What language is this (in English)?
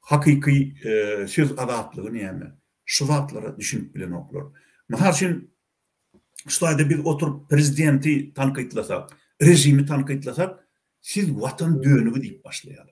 Turkmen